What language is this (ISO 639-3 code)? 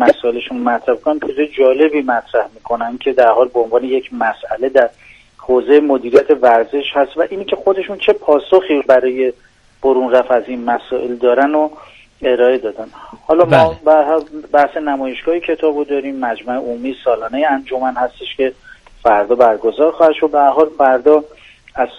fas